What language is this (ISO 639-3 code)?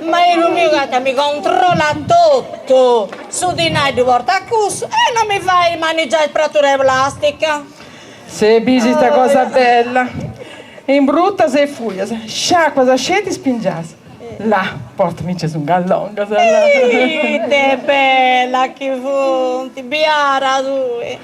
srd